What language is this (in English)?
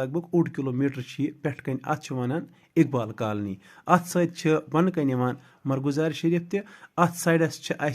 Kashmiri